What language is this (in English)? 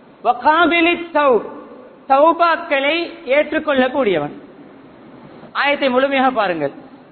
Tamil